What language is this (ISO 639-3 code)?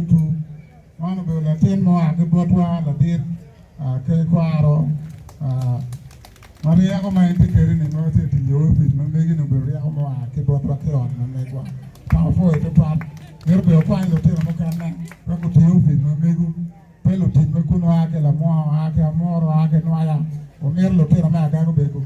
ach